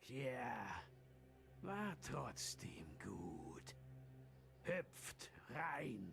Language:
Swiss German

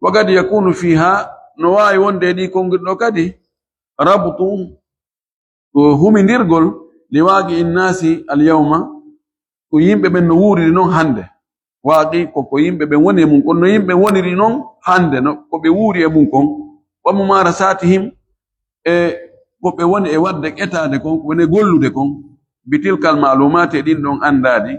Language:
Fula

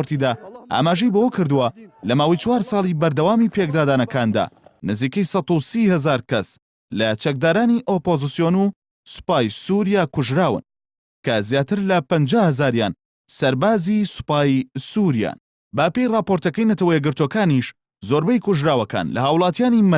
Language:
Central Kurdish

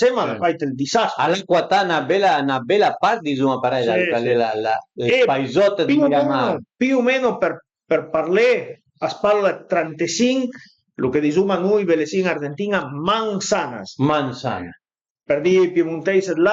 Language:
Piedmontese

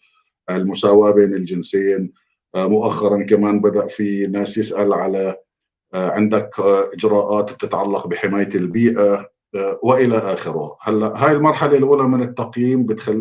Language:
North Levantine Arabic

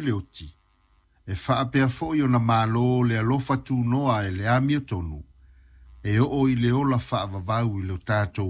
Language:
Samoan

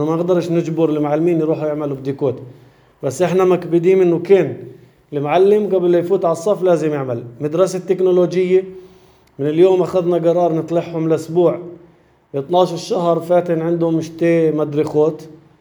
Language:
North Levantine Arabic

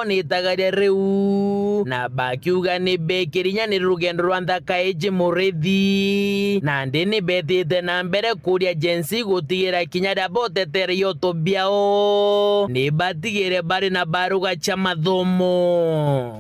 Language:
Meru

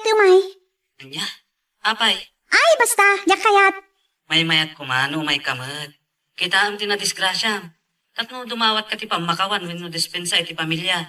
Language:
Iloko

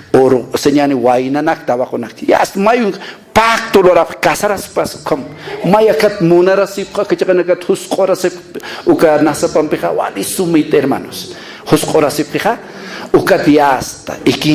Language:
Aymara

